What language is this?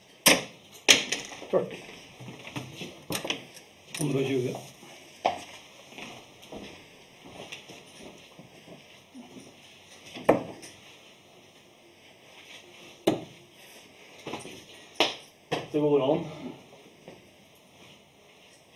Norwegian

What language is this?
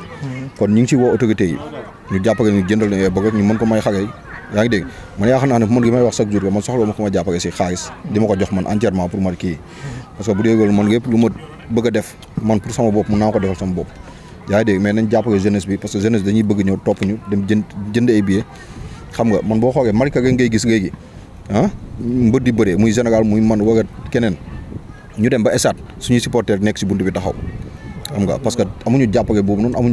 Wolof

